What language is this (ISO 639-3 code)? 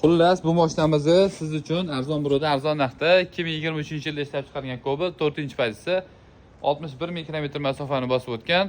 uzb